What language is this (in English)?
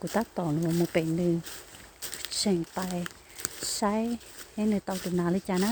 Hmong